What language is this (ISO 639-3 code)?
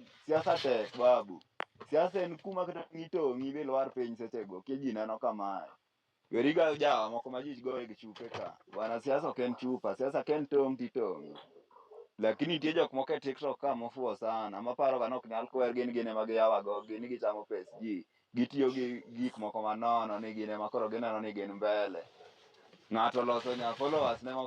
luo